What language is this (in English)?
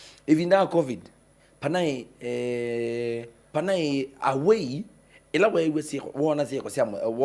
Kamba